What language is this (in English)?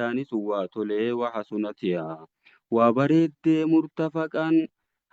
Oromo